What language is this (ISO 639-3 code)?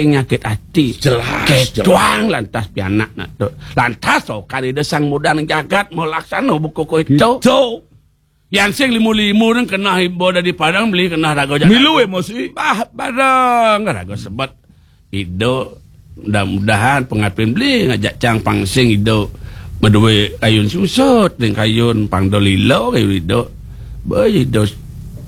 ban